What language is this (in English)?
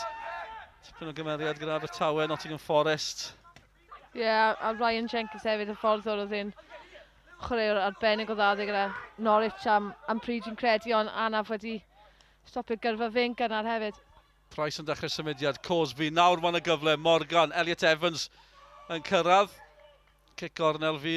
Welsh